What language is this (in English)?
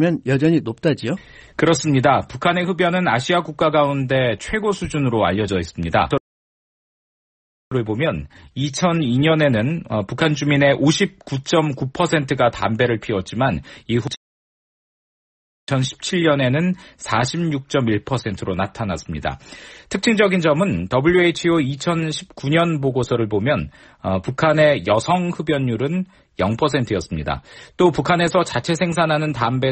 Korean